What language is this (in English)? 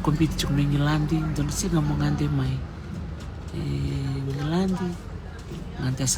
Fijian